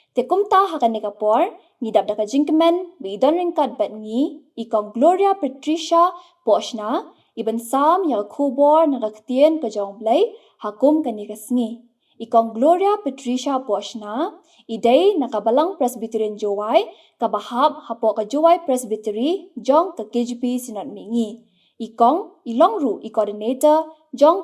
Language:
Khasi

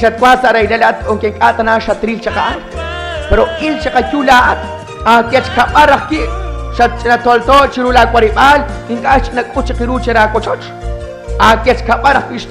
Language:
Kekchí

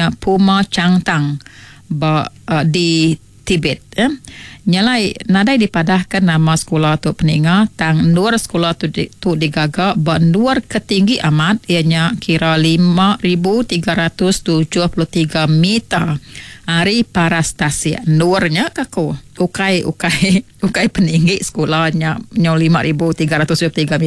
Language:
Iban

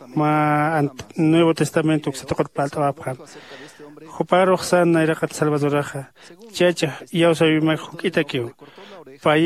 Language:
Aymara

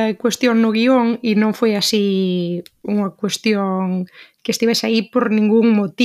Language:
Galician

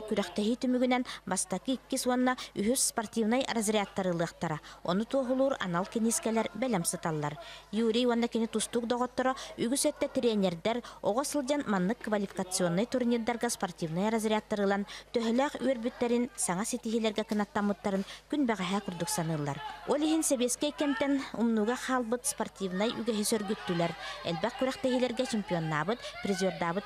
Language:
Yakut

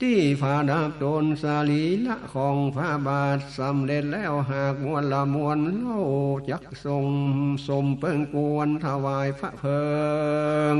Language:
Northern Thai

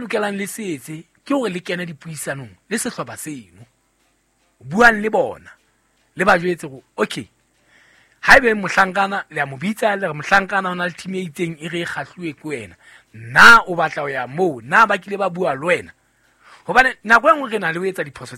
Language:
Southern Sotho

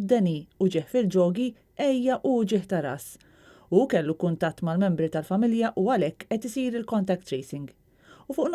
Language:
Maltese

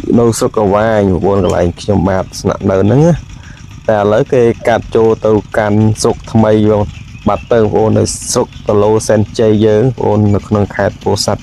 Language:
Khmer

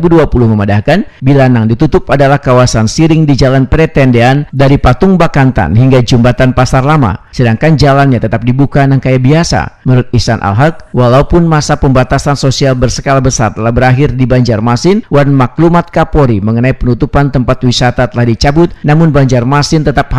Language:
Banjar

